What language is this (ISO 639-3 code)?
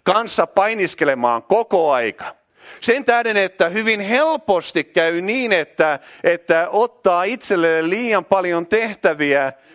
fin